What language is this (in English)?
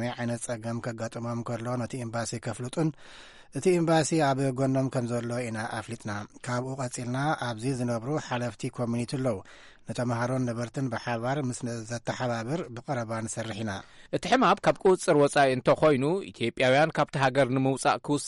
Tigrinya